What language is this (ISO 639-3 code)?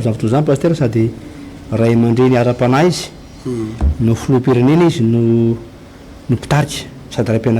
mlg